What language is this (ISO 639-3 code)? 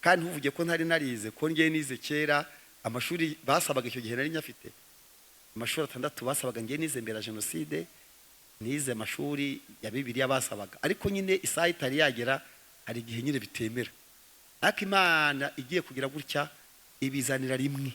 kin